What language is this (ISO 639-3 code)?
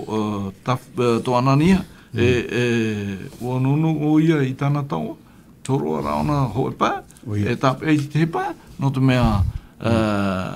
tah